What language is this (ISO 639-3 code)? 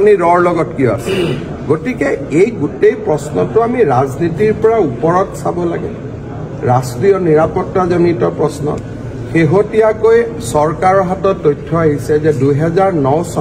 asm